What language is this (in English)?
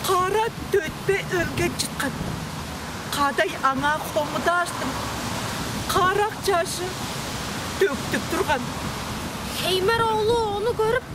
Tuvinian